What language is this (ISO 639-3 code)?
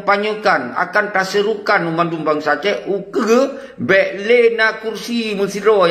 ace